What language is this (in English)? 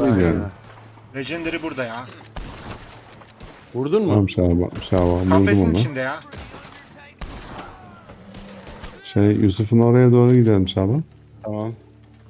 Turkish